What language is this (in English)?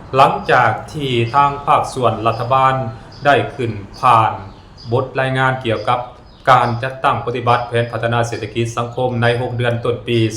Lao